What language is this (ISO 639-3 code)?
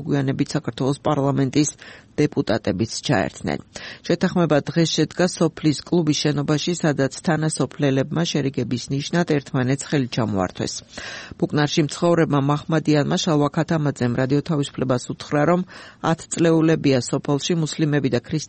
kat